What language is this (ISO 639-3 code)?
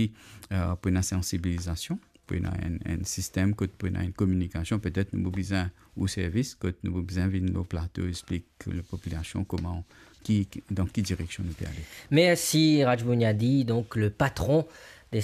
mfe